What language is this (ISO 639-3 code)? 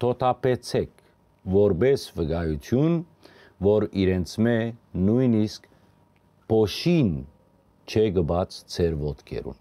hyw